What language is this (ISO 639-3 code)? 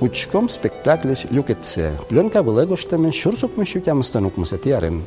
udm